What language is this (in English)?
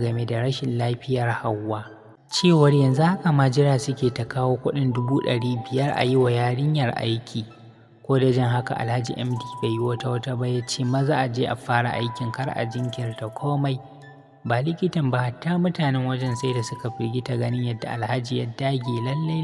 Hausa